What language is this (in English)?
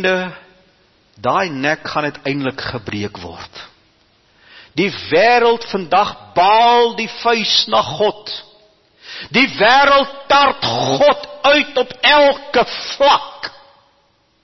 Afrikaans